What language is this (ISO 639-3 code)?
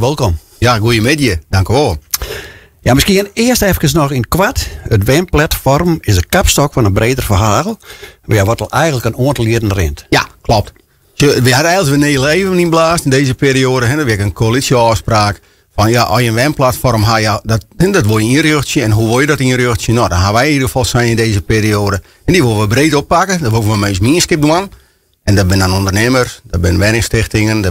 fry